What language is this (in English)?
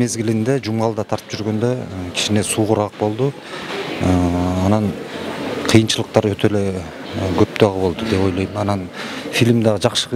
Kyrgyz